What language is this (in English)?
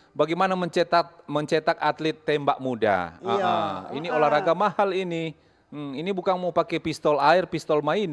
Manado Malay